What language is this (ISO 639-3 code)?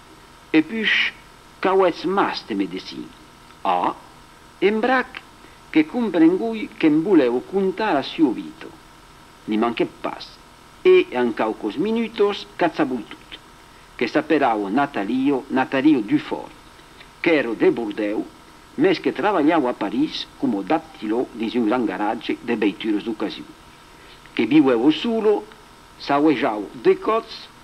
oci